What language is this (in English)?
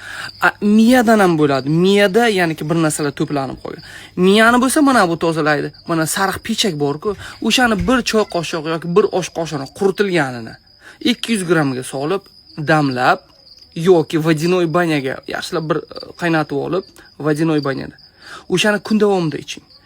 Uzbek